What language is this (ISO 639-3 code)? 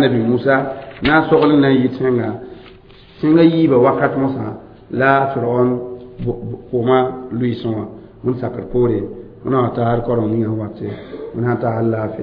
mos